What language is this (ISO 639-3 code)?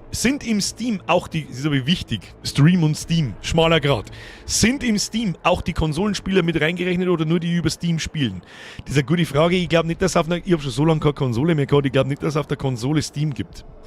bar